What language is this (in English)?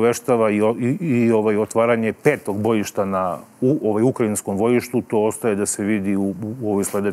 Serbian